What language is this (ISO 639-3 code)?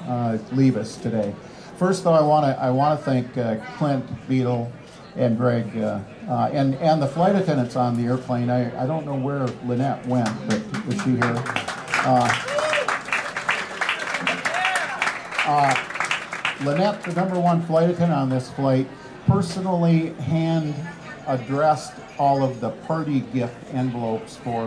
eng